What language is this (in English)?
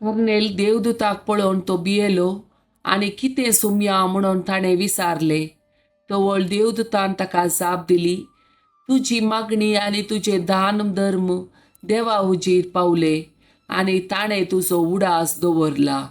Konkani